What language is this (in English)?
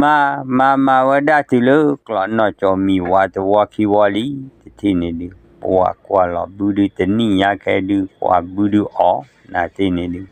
S'gaw Karen